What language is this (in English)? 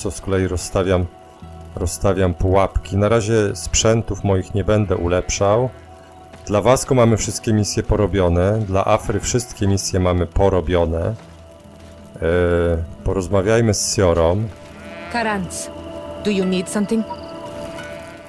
Polish